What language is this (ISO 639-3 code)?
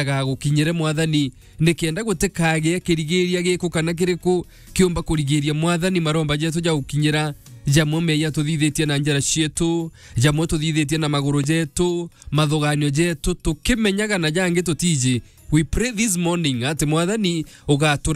mer